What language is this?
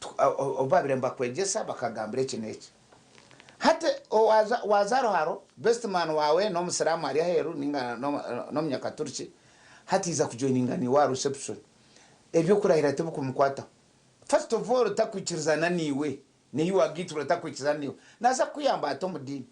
Nyankole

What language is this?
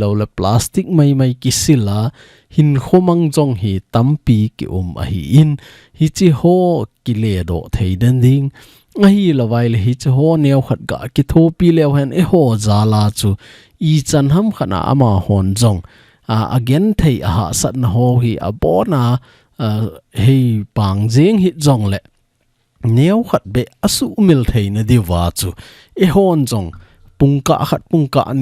Thado Chin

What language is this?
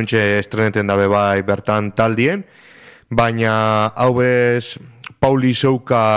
Basque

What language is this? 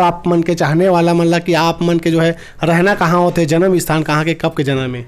Chhattisgarhi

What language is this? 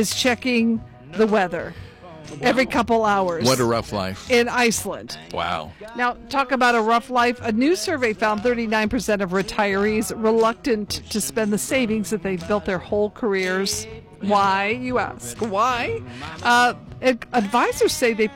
English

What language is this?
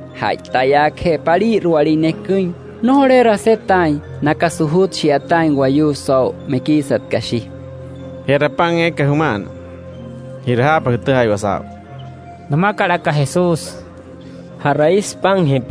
Wayuu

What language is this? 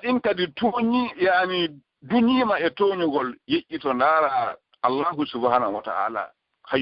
Fula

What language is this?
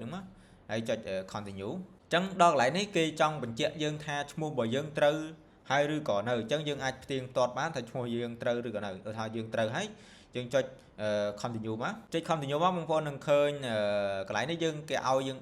Khmer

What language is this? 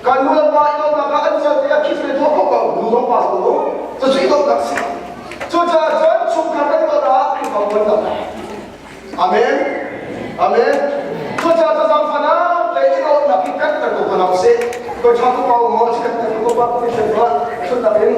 Hakha Chin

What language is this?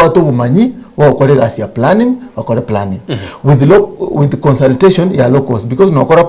Gusii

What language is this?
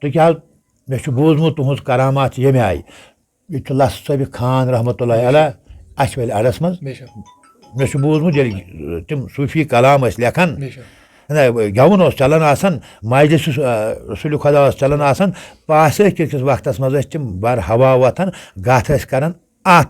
Kashmiri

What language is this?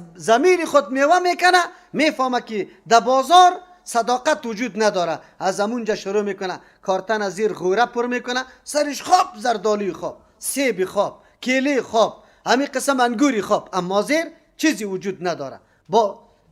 Persian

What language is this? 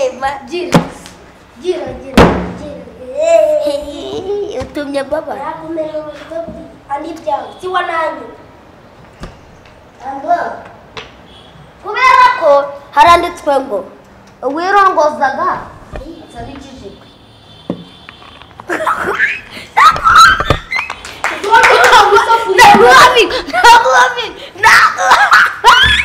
Kinyarwanda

